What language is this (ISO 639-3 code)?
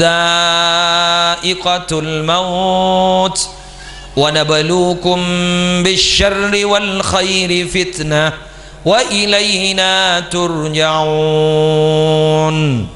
mad